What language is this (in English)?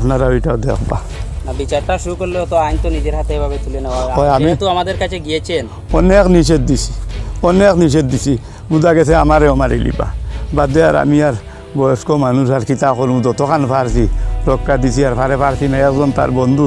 Sylheti